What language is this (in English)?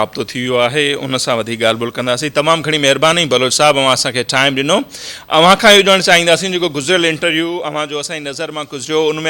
Sindhi